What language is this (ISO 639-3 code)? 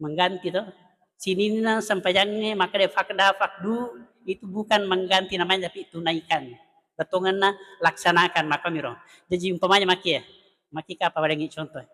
bug